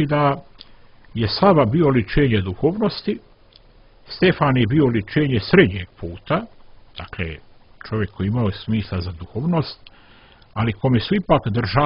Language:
Serbian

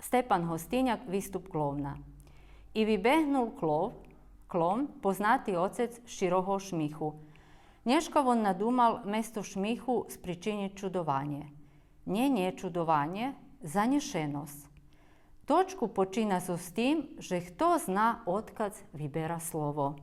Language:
Rusyn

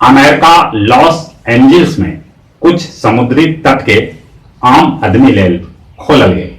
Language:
Magahi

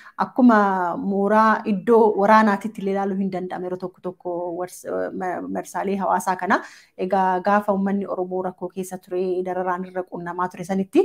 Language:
Oromo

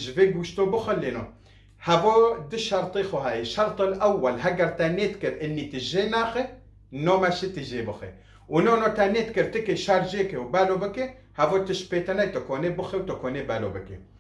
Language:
Kurdish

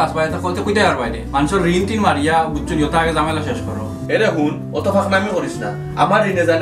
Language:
Sylheti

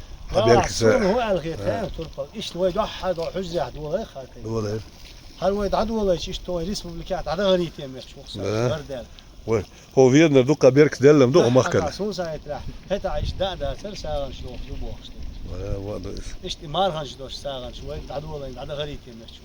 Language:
Chechen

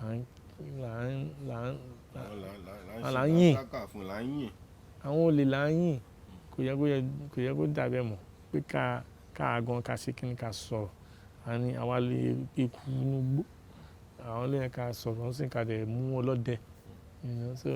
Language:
Yoruba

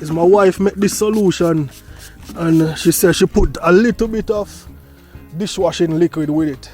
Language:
Jamaican Creole English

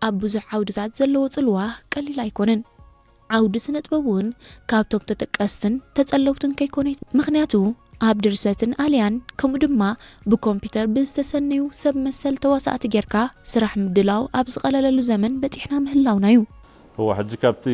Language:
Tigrinya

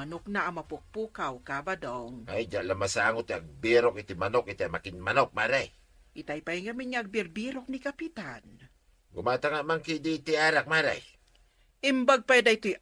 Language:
Iloko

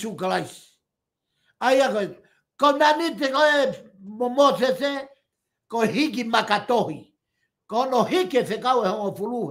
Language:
Tongan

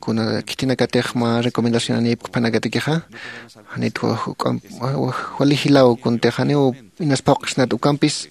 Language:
Aymara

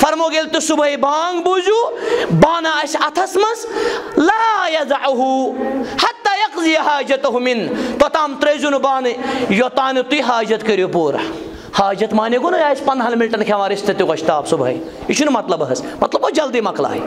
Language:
Kashmiri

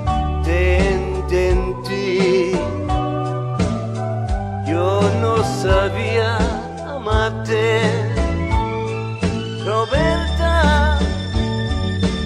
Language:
Spanish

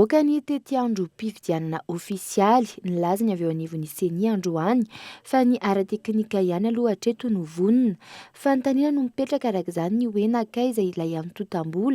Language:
Malagasy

